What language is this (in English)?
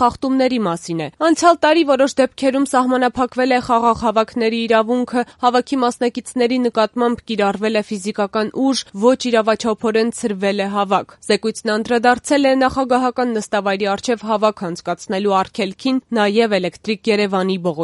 Armenian